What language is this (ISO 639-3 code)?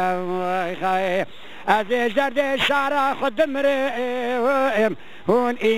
kur